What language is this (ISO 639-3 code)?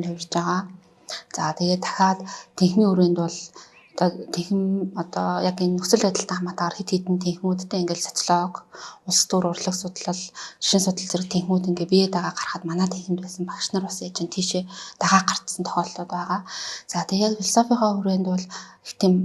mon